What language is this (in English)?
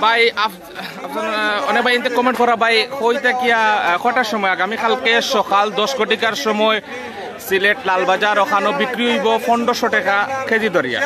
Sylheti